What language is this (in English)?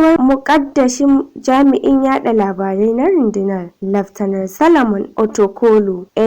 Hausa